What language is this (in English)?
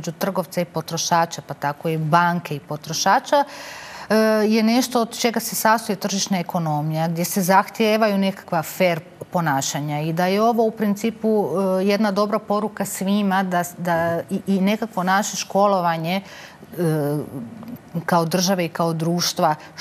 Croatian